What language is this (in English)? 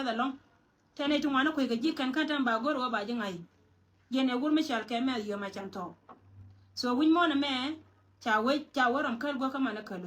Nuer